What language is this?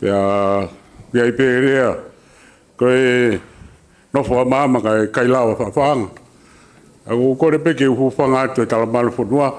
Tongan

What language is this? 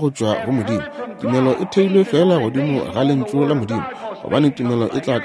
Northern Sotho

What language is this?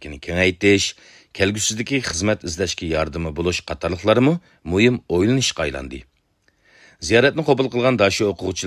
Uyghur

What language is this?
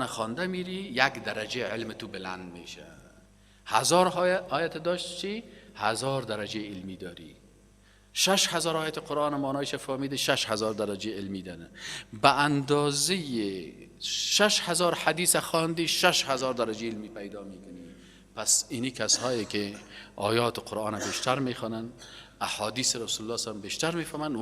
Persian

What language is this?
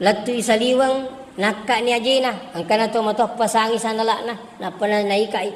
Buginese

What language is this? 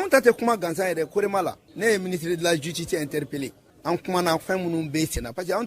Bambara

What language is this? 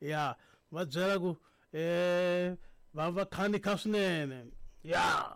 Tsonga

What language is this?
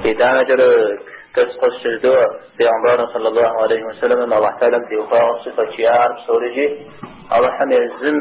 Kabardian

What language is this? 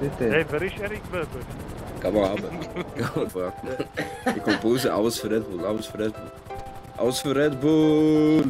Swiss German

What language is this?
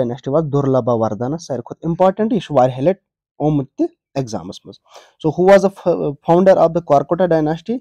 Kashmiri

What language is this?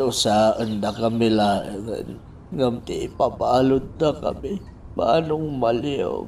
Iloko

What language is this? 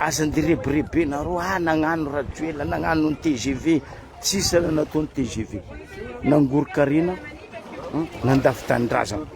Malagasy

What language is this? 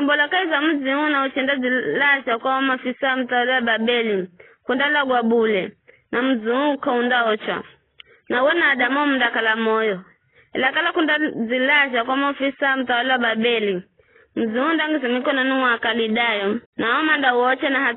Giryama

